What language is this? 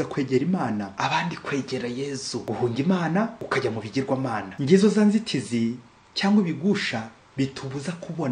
Kinyarwanda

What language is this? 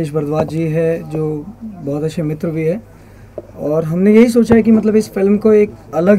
Hindi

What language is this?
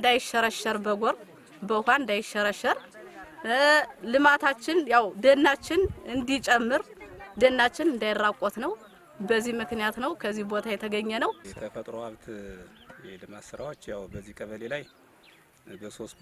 Amharic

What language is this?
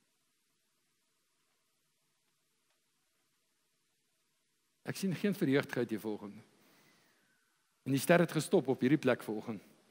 Afrikaans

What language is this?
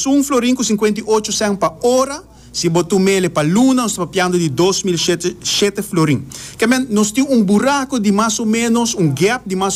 Papiamento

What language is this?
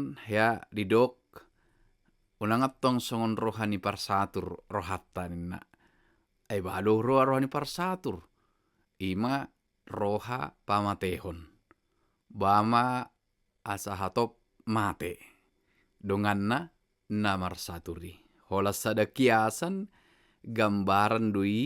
Batak Toba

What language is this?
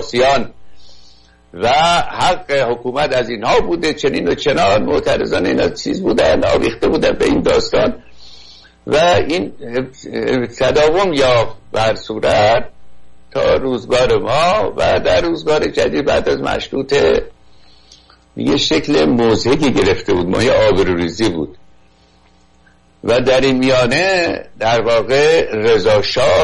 Persian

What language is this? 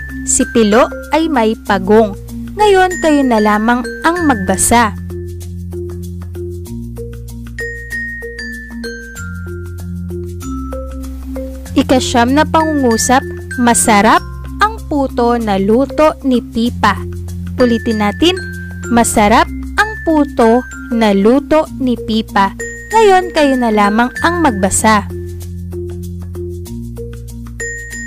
Filipino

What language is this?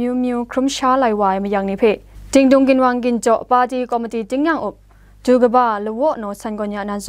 Kachin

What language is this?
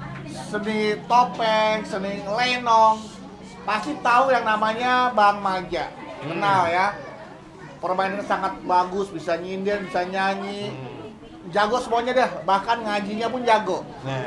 Betawi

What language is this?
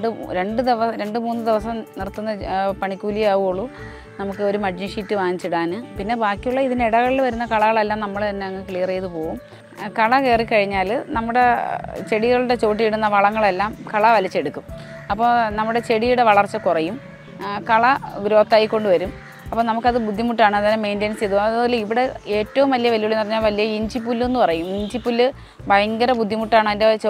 Malayalam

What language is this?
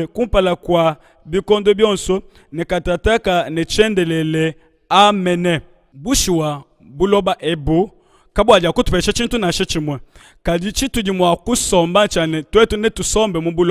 Luba-Lulua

